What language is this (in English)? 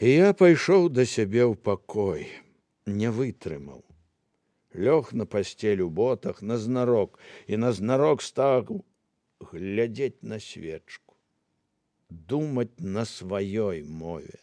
Belarusian